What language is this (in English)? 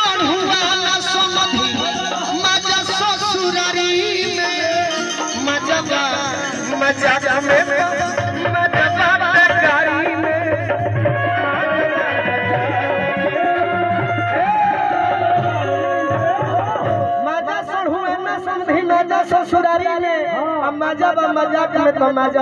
Bhojpuri